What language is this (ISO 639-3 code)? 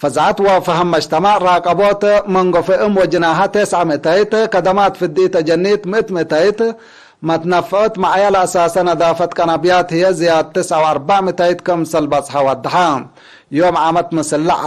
tig